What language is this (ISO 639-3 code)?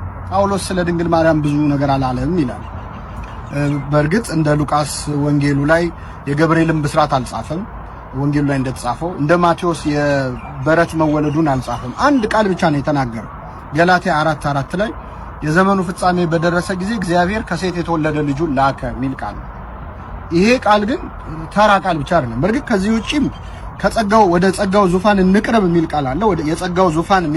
amh